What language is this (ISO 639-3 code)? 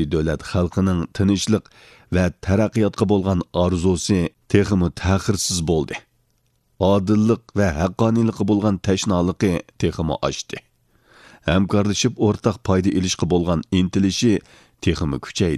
uig